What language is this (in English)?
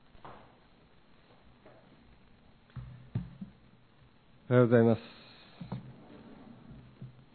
Japanese